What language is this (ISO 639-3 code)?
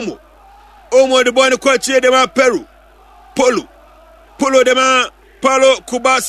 aka